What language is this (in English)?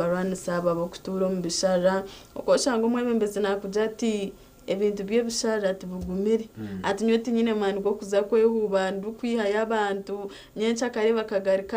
Nyankole